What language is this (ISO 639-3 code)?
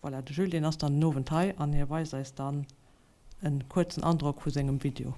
ltz